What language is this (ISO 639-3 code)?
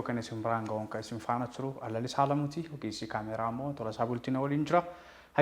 orm